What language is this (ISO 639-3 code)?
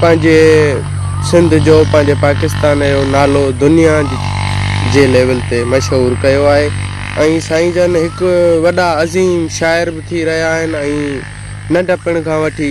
snd